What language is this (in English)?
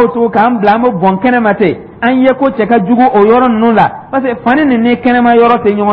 Dyula